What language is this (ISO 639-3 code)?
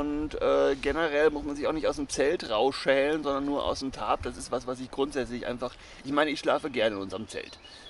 deu